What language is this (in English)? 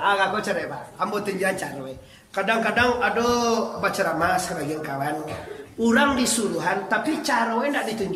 Minangkabau